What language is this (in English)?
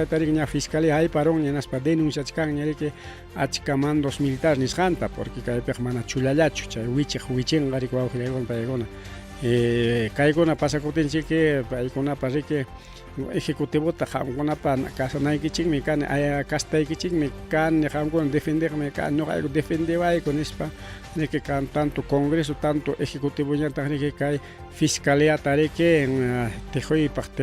Ayacucho Quechua